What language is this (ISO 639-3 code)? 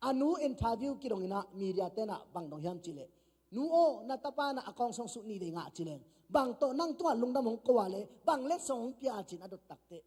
ctd